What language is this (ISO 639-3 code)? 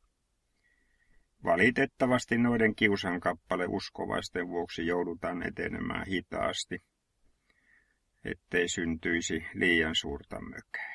fin